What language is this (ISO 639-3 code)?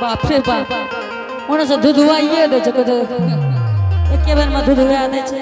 anp